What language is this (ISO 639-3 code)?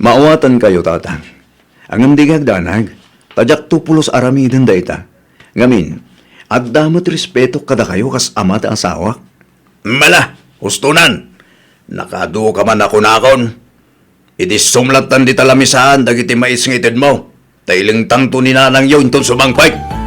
ilo